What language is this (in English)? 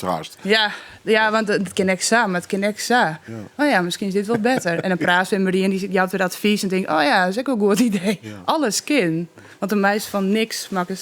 Western Frisian